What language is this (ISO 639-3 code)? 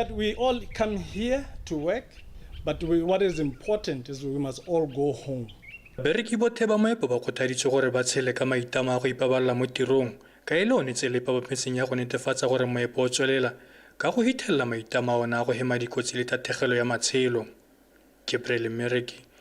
tsn